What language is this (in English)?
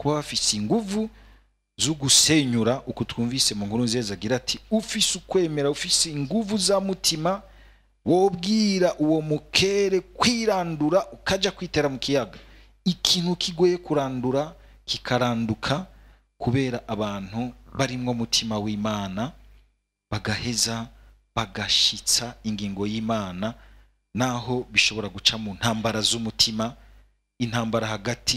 Rundi